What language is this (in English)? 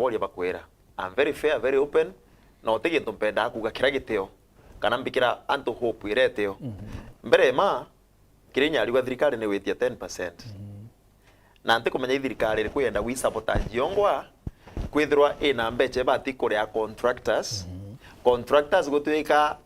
Meru